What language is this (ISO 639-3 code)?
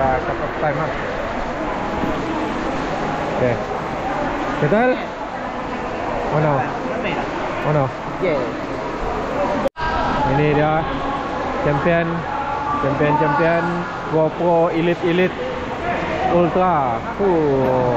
msa